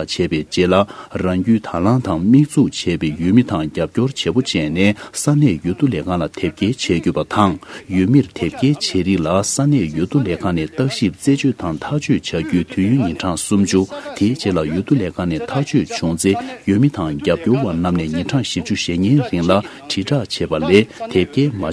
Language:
Tibetan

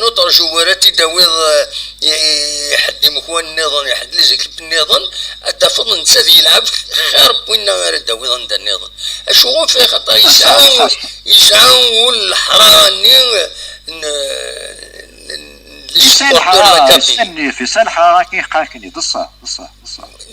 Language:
Kabyle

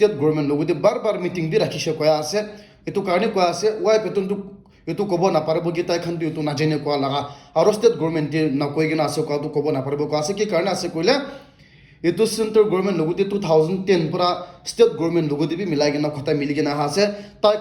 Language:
Naga Pidgin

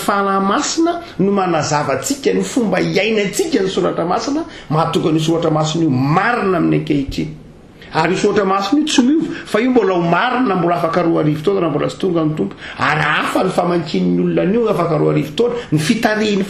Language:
Malagasy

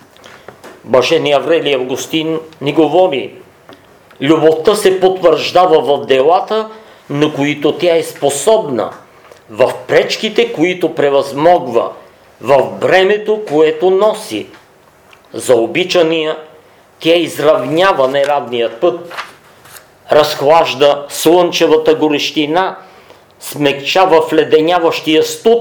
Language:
Bulgarian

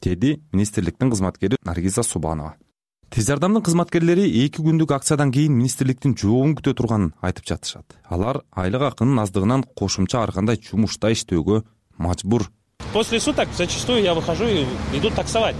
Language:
Kyrgyz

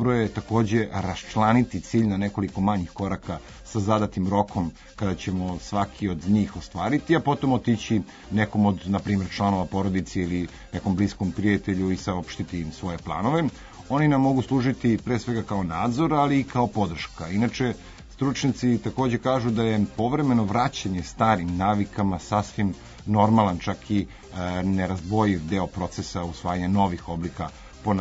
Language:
Serbian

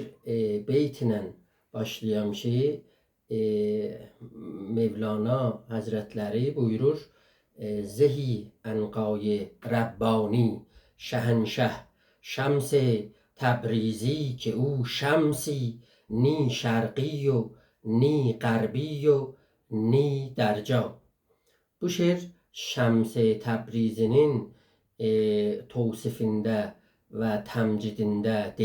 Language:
South Azerbaijani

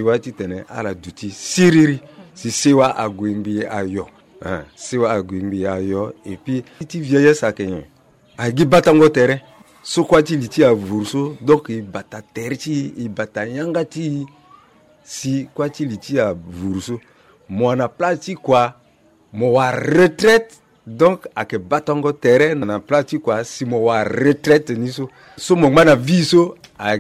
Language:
Sango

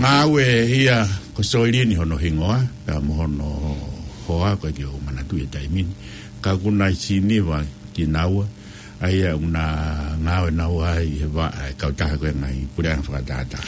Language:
Tongan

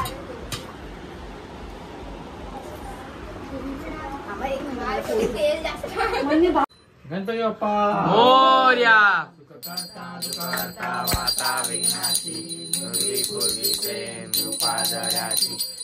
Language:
Marathi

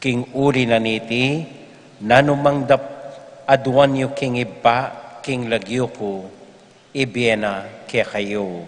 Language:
Pampanga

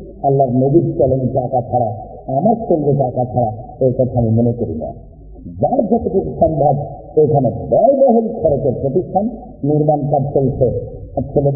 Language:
Bangla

